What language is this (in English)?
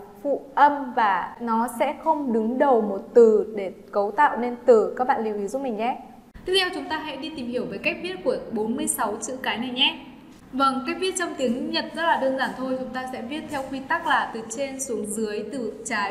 Vietnamese